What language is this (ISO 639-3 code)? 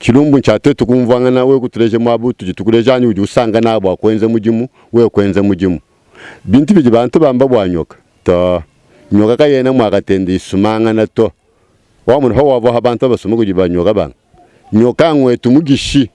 lua